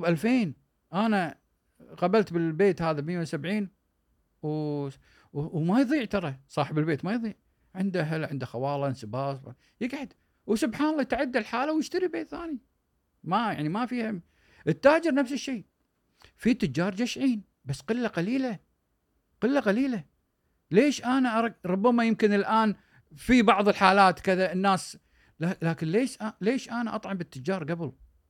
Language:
Gulf Arabic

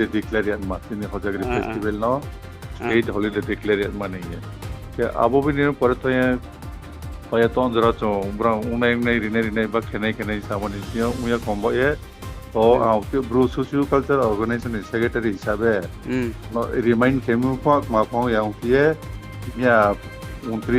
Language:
Riang (India)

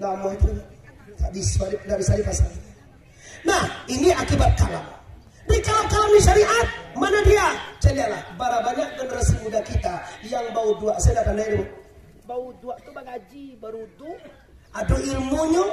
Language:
Minangkabau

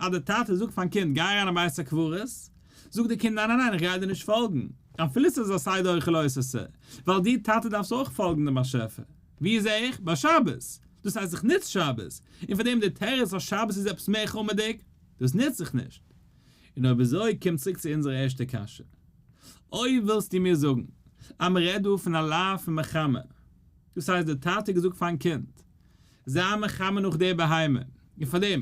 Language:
Yiddish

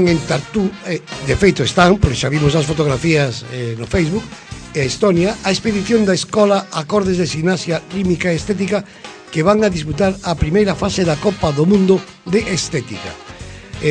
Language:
Galician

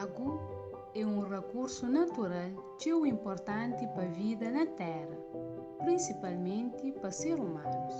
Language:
Kabuverdianu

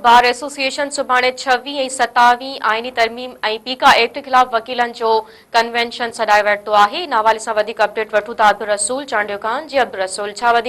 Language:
Sindhi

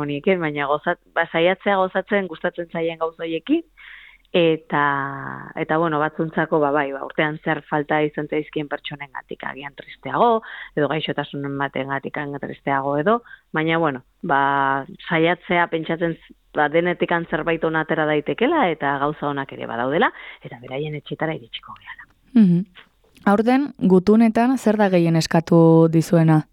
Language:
Basque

